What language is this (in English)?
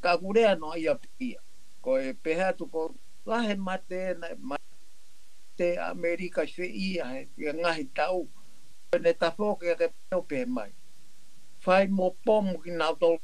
Tongan